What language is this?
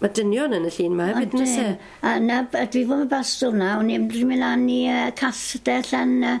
Welsh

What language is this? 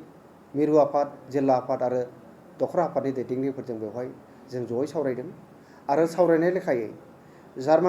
Bodo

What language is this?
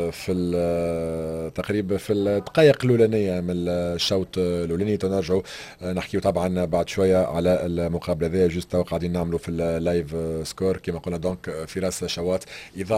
Tunisian Arabic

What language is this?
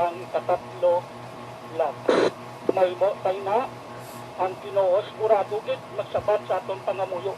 Hiligaynon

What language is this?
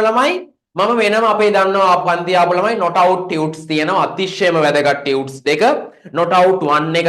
Sinhala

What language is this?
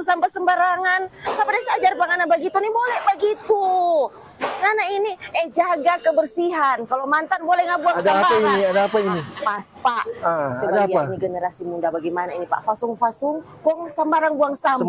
Manado Malay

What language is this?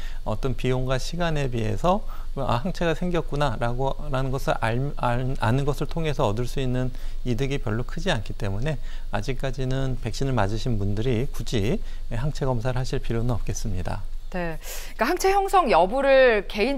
Korean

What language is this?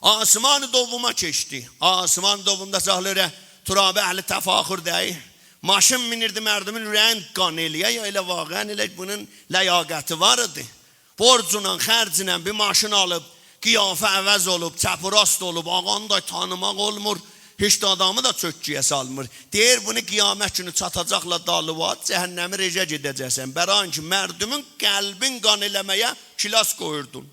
South Azerbaijani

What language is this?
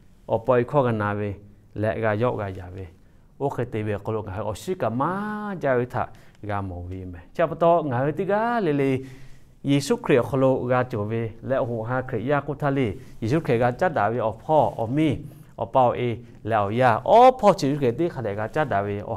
Lahu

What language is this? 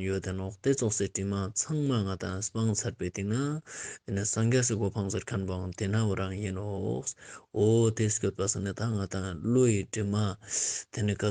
Ladakhi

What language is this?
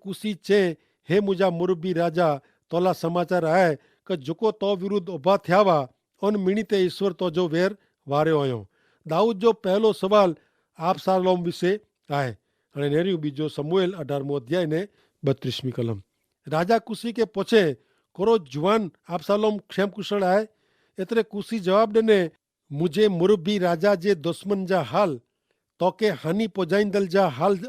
Kachhi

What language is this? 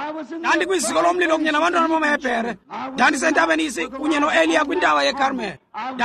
Xhosa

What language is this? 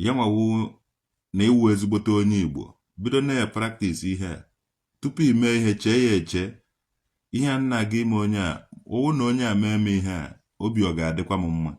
Igbo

